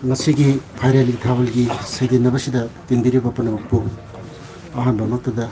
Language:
Manipuri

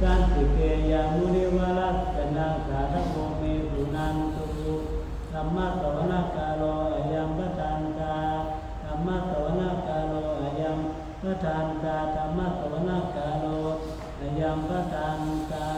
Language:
Pali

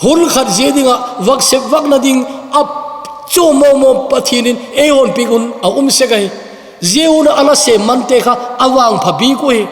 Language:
Thado Chin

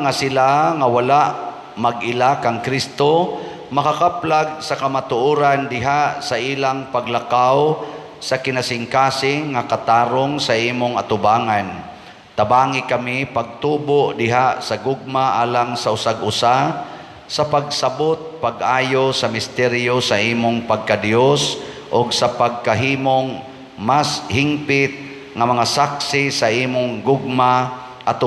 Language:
Cebuano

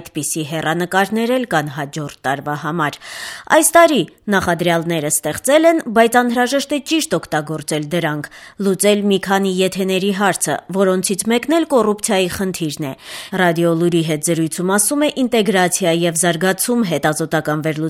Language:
Armenian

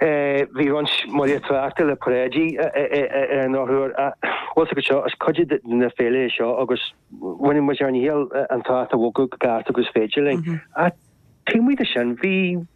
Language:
Irish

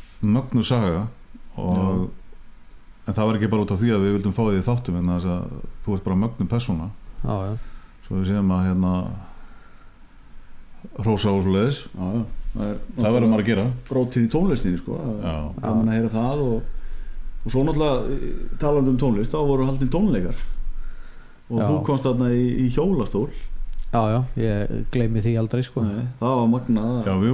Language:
Icelandic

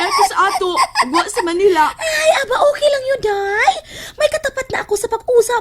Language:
Cebuano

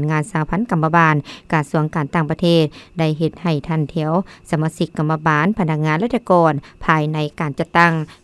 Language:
Lao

